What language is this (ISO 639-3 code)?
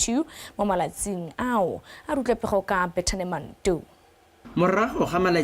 tsn